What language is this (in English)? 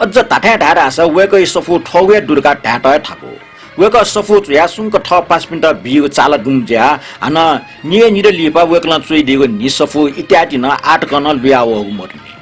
Newari